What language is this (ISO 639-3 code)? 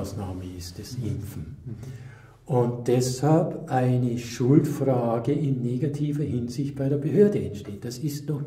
deu